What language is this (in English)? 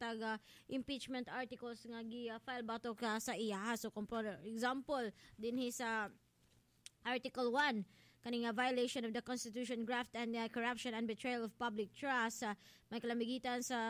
Cebuano